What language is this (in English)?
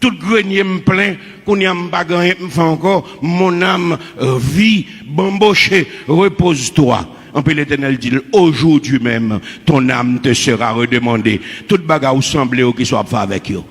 Haitian Creole